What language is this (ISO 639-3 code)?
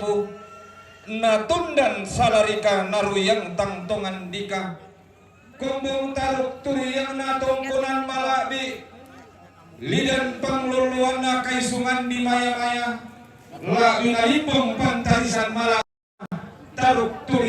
sda